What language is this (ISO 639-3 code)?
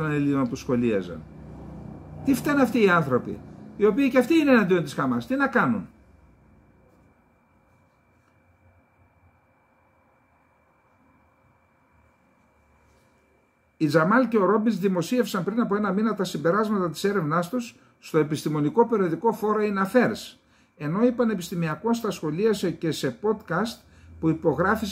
ell